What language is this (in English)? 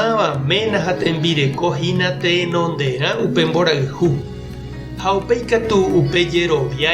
Guarani